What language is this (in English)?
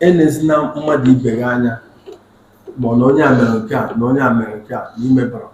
Igbo